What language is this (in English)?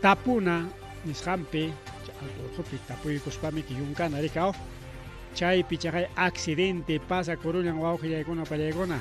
Ayacucho Quechua